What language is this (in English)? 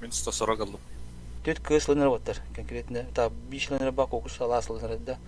Yakut